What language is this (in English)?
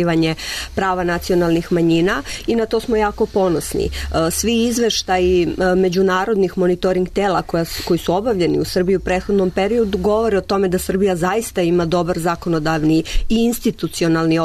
Serbian